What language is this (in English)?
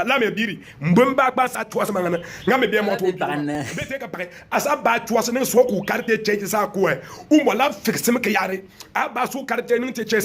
Bimoba